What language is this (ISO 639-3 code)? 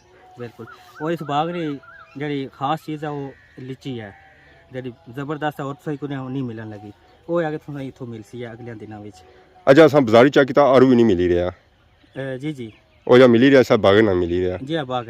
phr